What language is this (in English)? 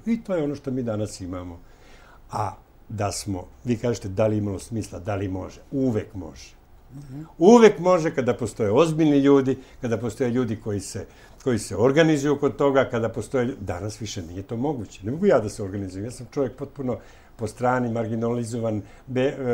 Serbian